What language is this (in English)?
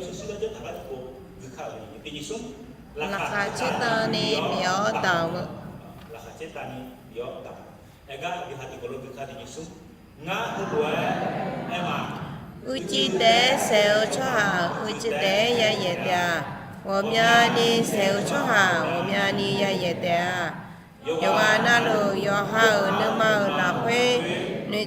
Akha